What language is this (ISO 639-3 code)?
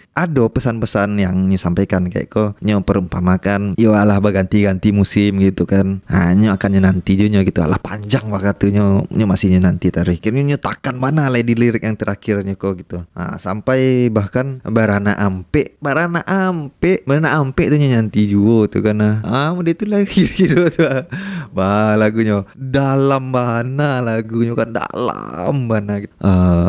min